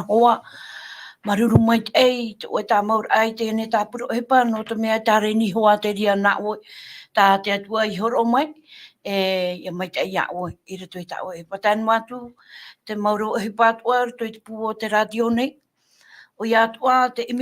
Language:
Tahitian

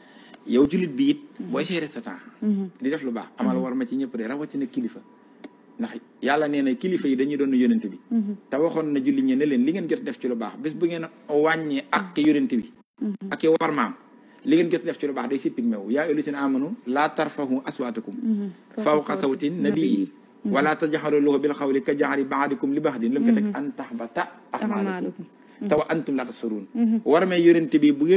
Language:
Wolof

